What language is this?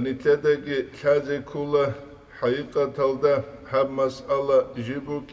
Avaric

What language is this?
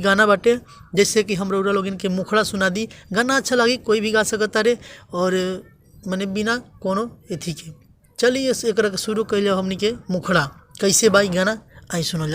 Bhojpuri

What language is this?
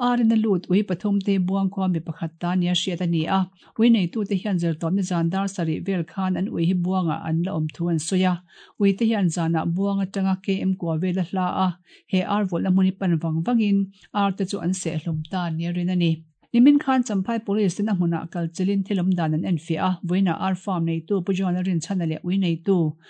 Mizo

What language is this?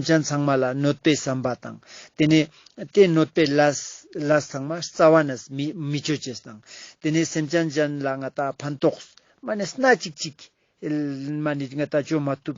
Ladakhi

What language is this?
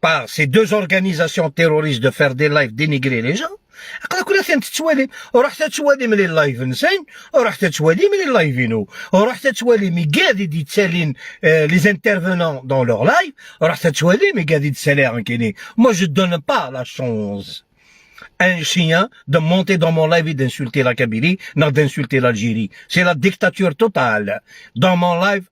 Algerian Arabic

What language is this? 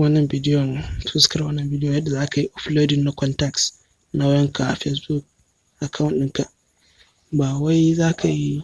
Hausa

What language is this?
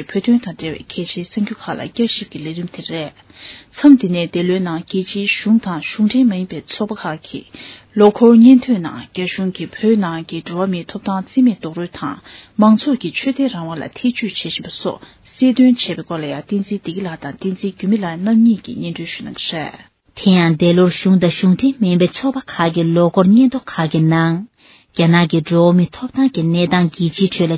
Tibetan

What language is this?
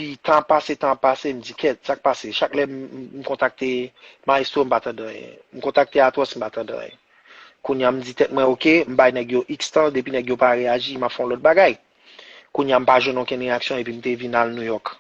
Haitian Creole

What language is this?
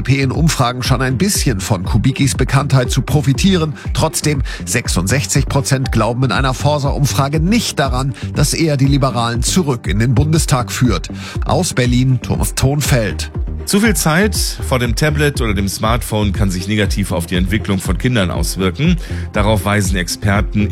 German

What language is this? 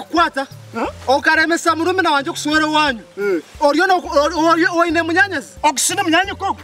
Nyankole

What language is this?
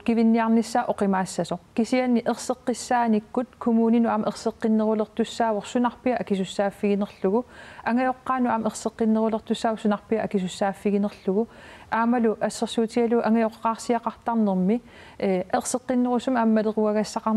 Kalaallisut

